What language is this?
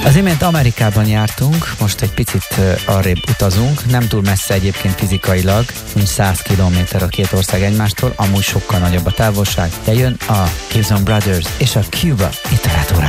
Hungarian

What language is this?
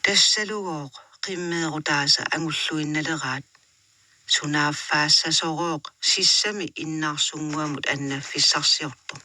Kalaallisut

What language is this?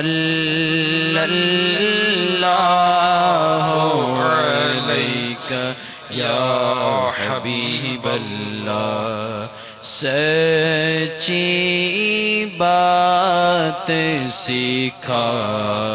Urdu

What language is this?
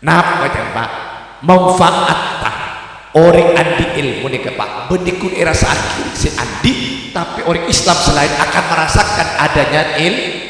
Madurese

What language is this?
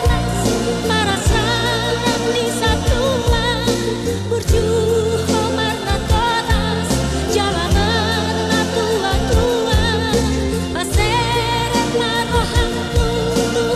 Batak Toba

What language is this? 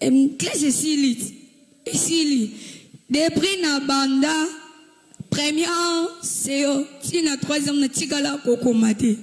Lingala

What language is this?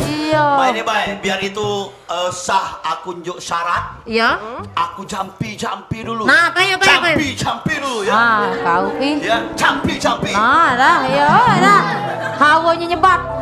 Musi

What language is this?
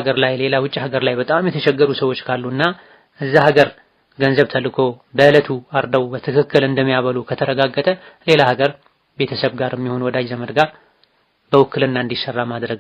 Amharic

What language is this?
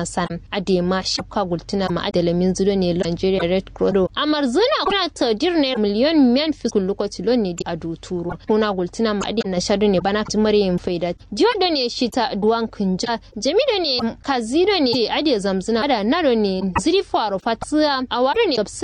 Kanuri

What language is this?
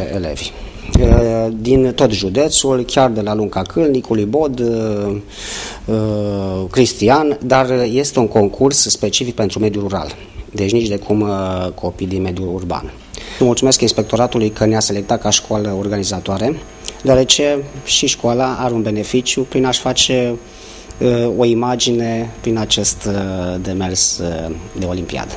Romanian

